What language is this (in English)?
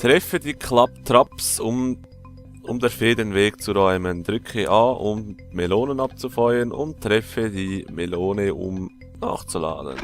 Swiss German